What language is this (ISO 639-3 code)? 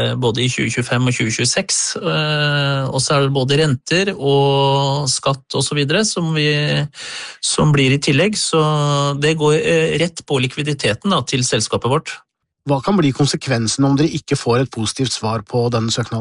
nor